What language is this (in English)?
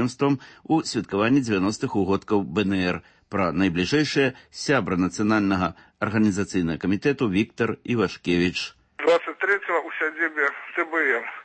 Belarusian